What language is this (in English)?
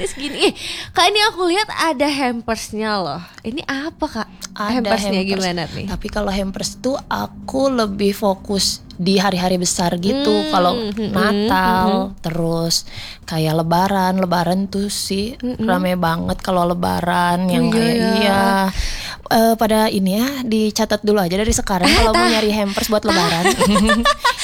Indonesian